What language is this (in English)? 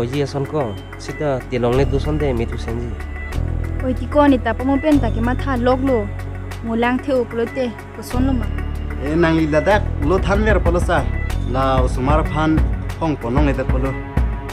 Karbi